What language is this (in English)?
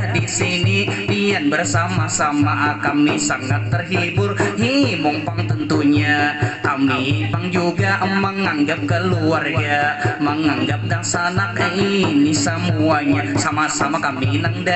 Banjar